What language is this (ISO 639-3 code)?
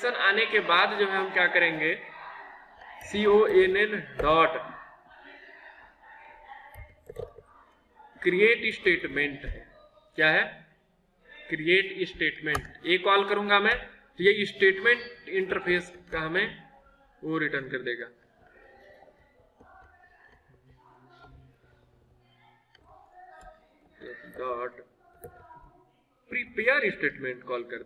hin